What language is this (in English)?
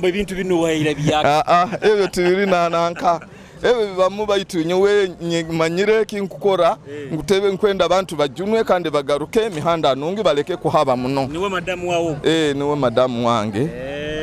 Nyoro